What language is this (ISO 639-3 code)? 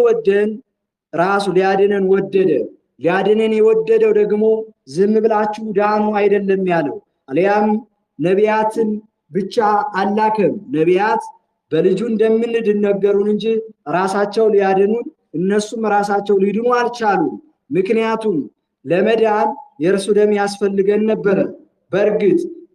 amh